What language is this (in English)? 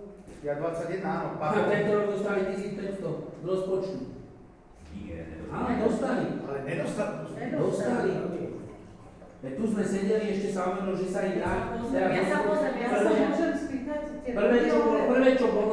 Slovak